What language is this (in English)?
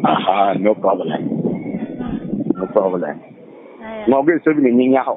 Lango (Uganda)